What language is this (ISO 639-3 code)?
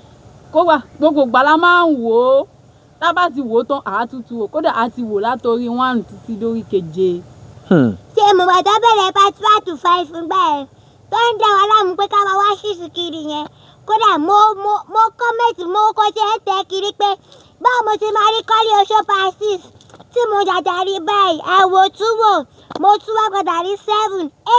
yor